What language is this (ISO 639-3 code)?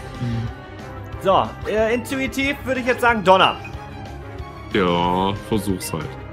deu